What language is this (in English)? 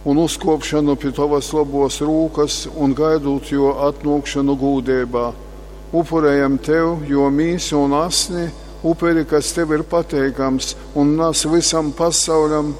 Latgalian